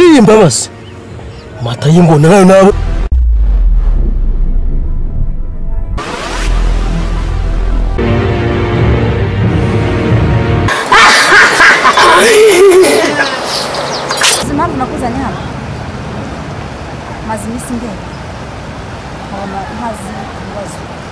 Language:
Kinyarwanda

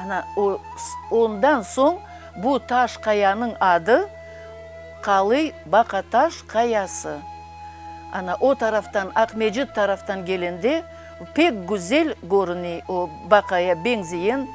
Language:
Crimean Tatar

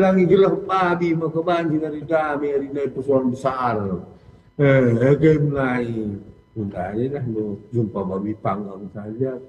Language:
Batak Karo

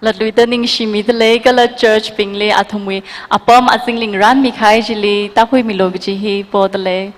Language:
Tangkhul Naga (India)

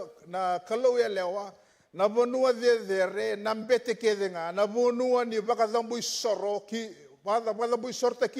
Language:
Fijian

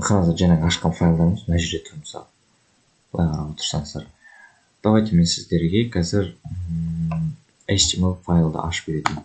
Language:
Kazakh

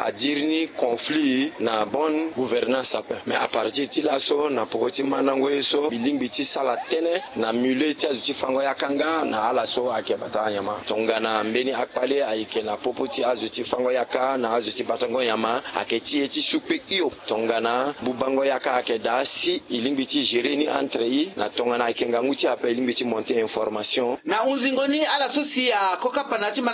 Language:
Sango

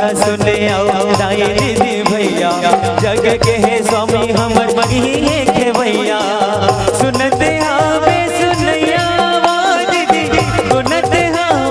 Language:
Chhattisgarhi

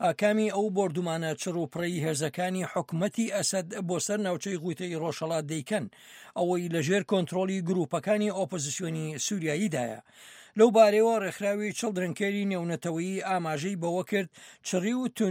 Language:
Central Kurdish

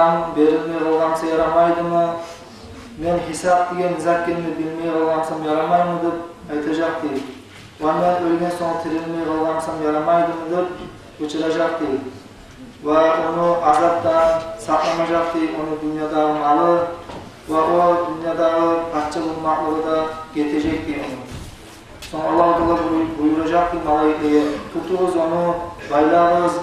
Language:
Kumyk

